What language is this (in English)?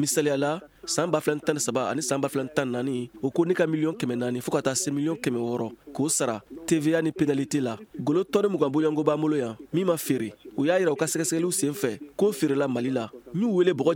Bambara